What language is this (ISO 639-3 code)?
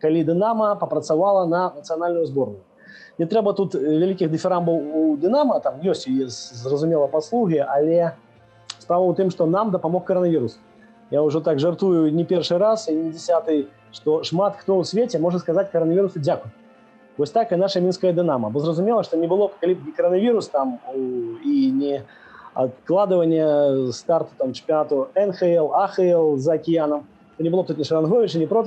bel